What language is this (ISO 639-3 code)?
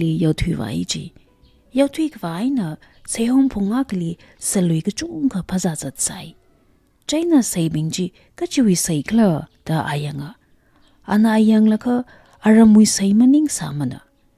nmf